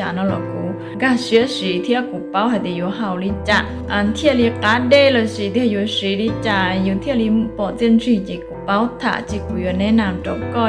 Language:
Hmong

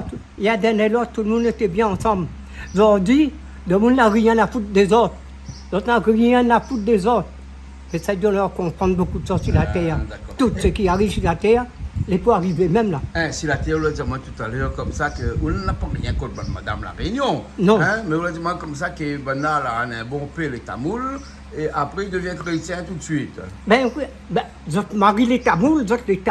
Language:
Réunion Creole French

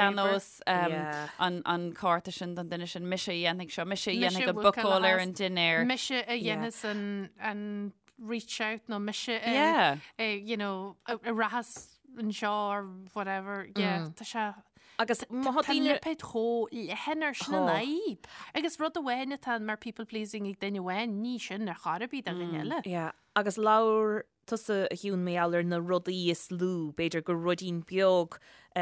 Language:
Irish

